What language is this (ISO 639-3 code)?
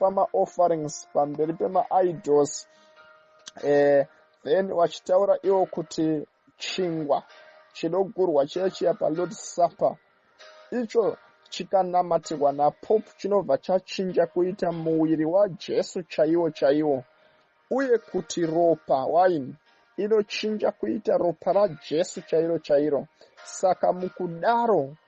sna